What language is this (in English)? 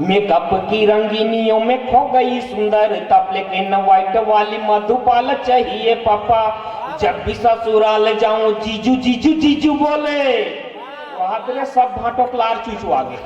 Chhattisgarhi